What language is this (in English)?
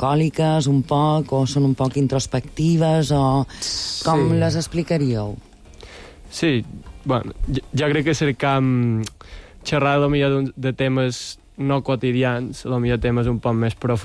Catalan